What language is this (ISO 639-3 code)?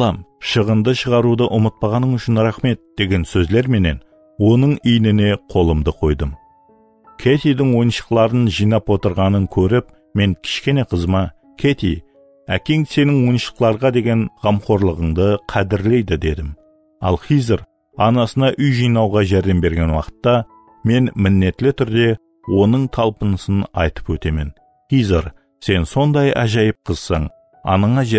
kaa